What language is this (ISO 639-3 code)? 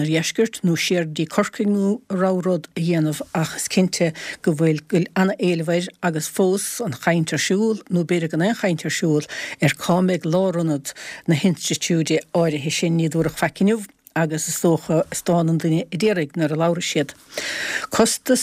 gle